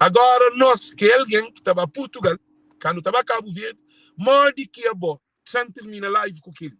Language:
Kabuverdianu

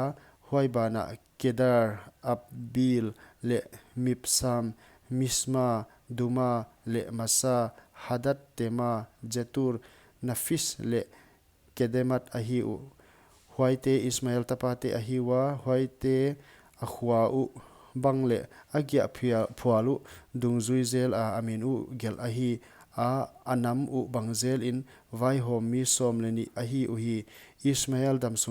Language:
Paite Chin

